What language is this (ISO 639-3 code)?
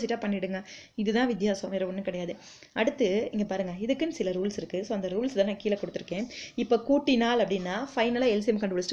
tam